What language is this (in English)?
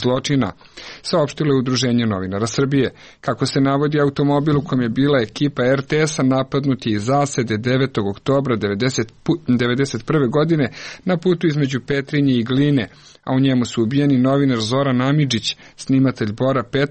Serbian